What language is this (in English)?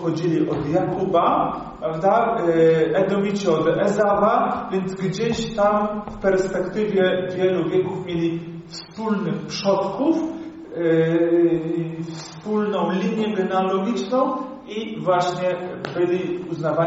Polish